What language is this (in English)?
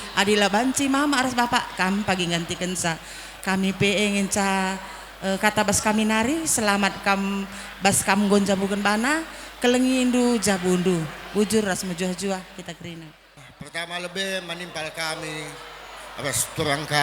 Batak Karo